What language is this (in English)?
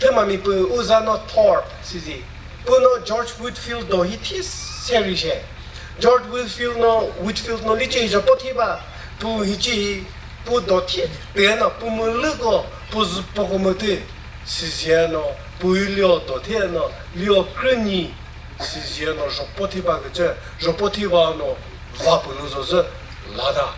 Chokri Naga